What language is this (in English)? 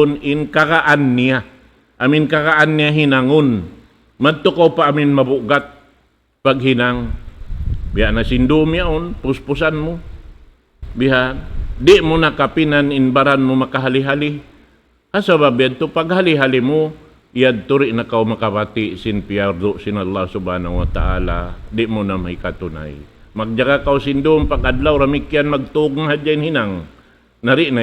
Tausug